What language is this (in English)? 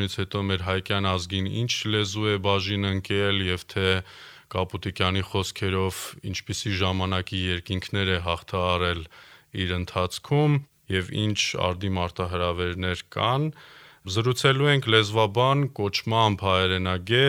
Armenian